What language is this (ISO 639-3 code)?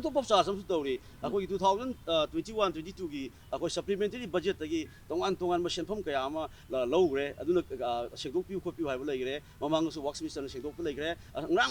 mni